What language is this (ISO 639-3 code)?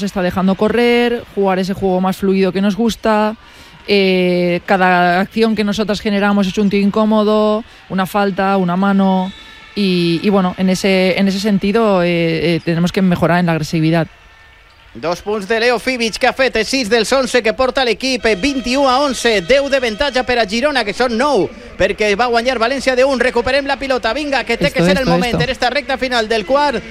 cat